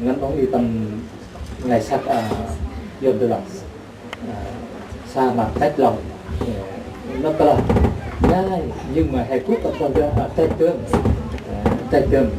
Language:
Central Mnong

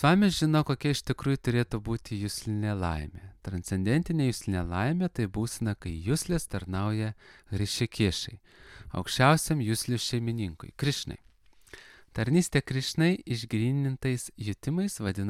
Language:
Lithuanian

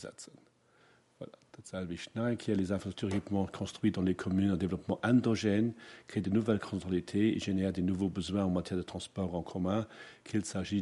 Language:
Luxembourgish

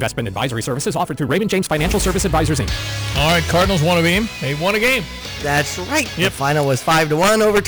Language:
English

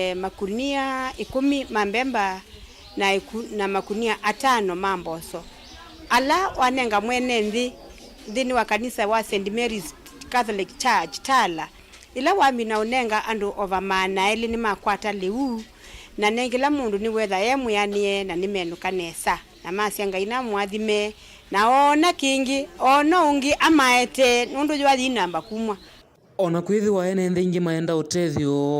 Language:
Kamba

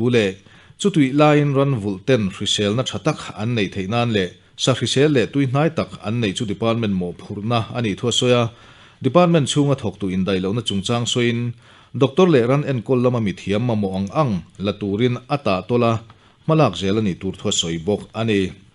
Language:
Mizo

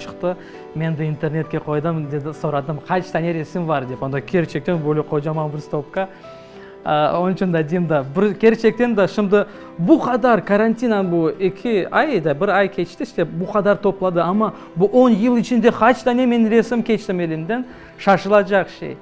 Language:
Crimean Tatar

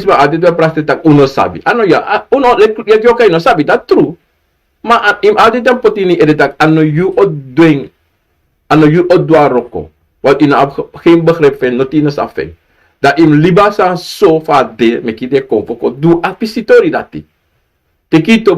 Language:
Sranan Tongo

